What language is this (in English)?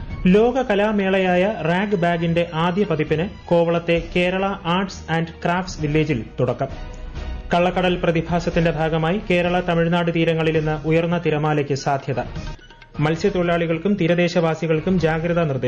Malayalam